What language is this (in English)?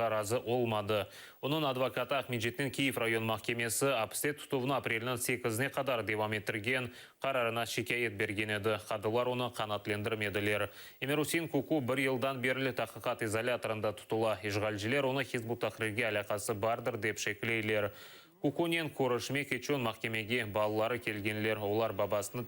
Crimean Tatar